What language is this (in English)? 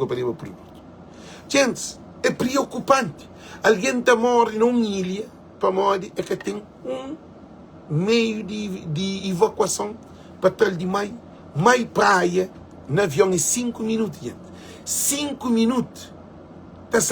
Kabuverdianu